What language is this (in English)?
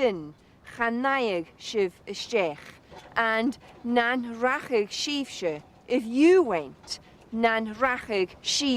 Scottish Gaelic